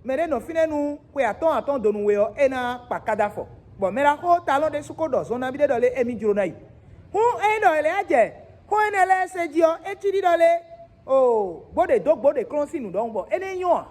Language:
Fon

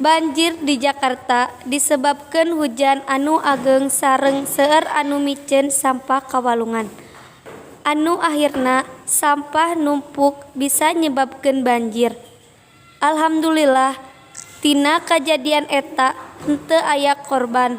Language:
Sundanese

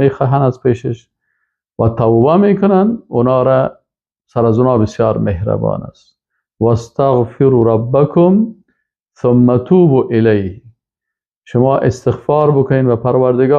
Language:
Persian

